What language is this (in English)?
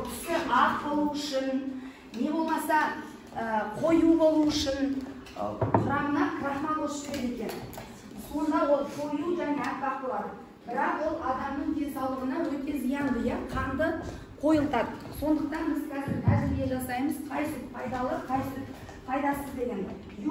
Kazakh